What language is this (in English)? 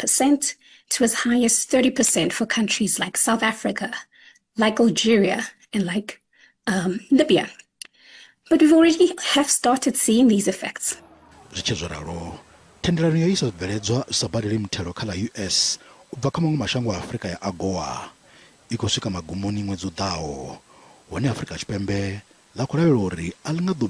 Venda